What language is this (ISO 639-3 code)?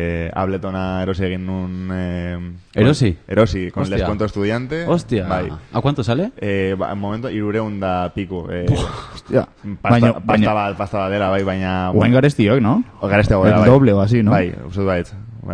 eus